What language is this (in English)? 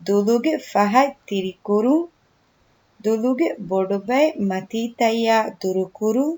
Divehi